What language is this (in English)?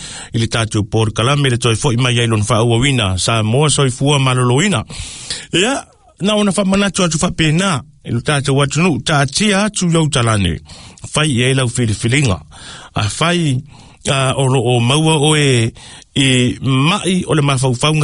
Samoan